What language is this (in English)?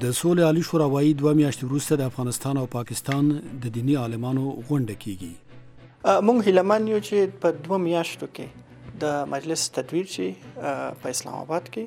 Pashto